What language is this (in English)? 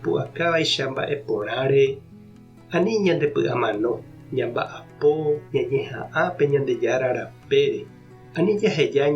Guarani